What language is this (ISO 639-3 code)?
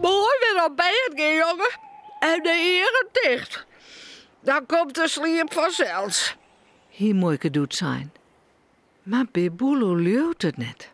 fry